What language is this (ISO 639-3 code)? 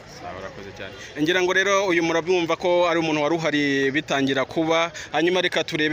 kin